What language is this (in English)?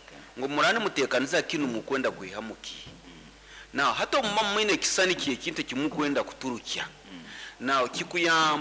Nyoro